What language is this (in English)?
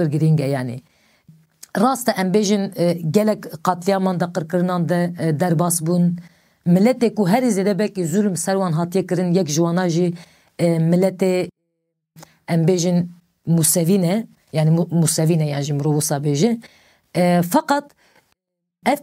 Kurdish